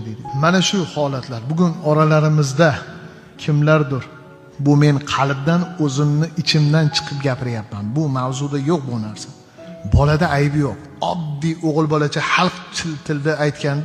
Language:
Uzbek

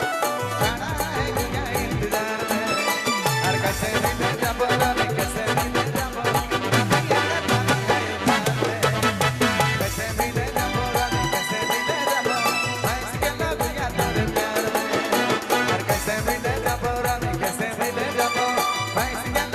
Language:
Sadri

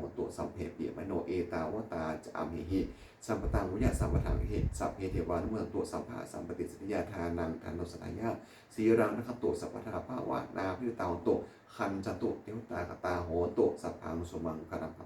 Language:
Pali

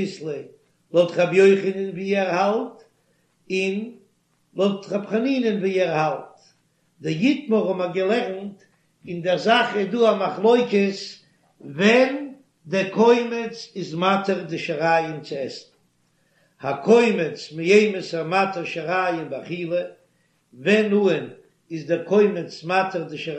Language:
Yiddish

